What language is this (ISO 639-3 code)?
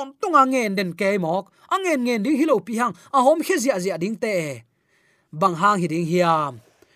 ctd